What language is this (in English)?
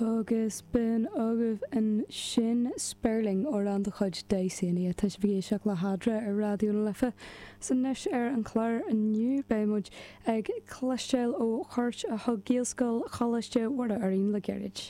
Irish